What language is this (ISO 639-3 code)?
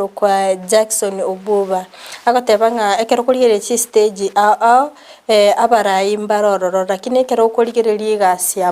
guz